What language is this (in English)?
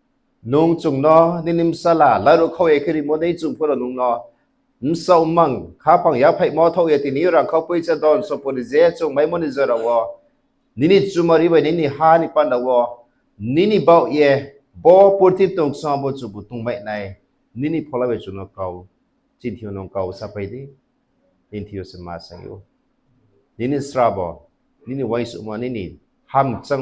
Riang (India)